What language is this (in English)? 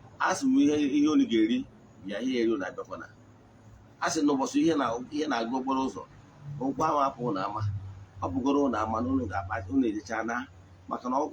Igbo